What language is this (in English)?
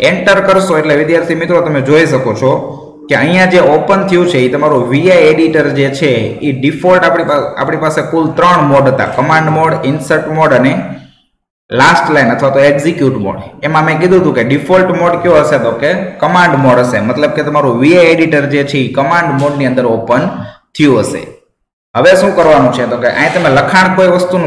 Gujarati